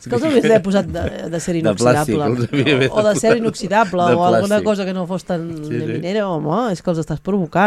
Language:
Catalan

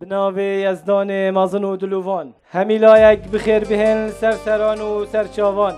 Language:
Kurdish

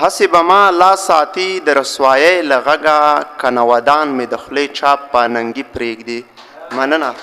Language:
Pashto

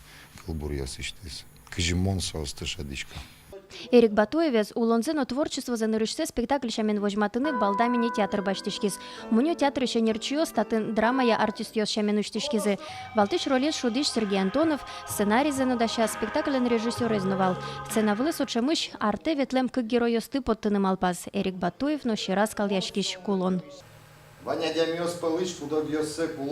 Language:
Udmurt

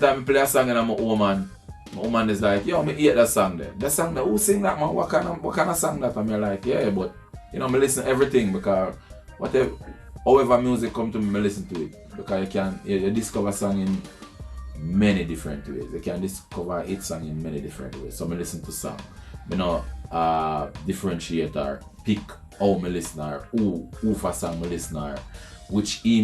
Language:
Jamaican Creole English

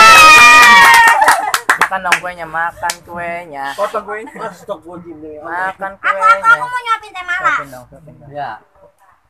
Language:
Indonesian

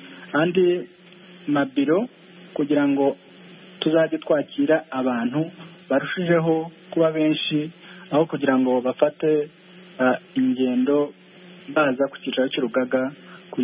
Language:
Kinyarwanda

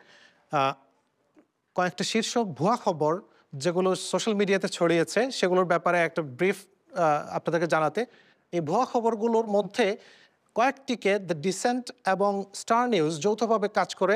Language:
Bangla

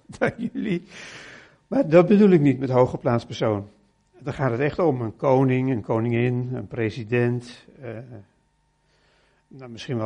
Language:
Dutch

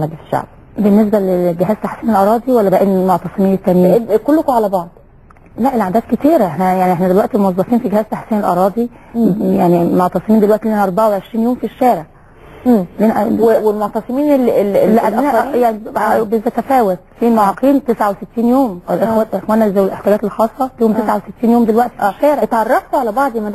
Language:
Egyptian Arabic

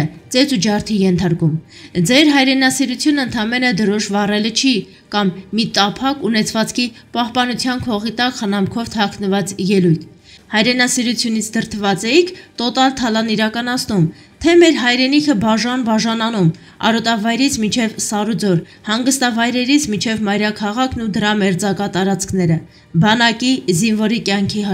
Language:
Armenian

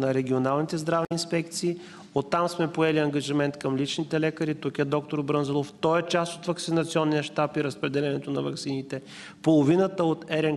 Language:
Bulgarian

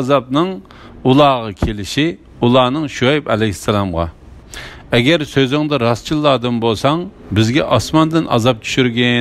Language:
Uyghur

